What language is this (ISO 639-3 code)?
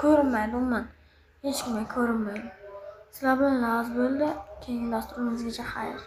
uzb